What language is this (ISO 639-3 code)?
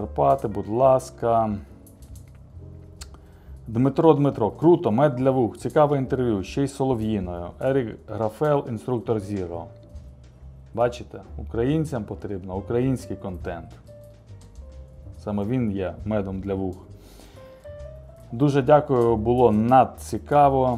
ukr